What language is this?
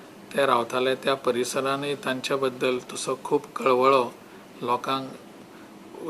Konkani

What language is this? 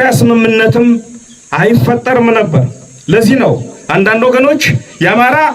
Amharic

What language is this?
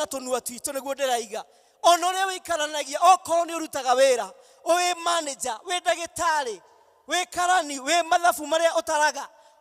Kikuyu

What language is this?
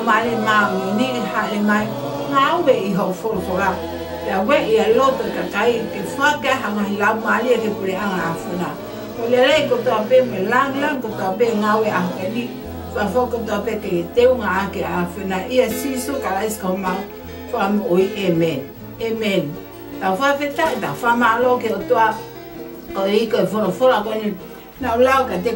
Tongan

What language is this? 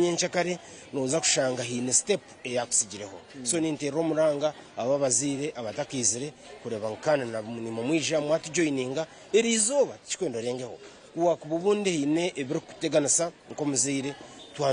Nyankole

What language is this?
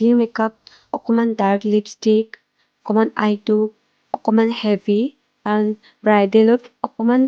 Assamese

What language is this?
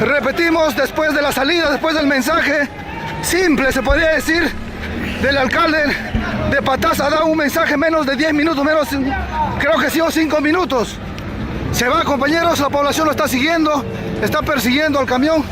Ayacucho Quechua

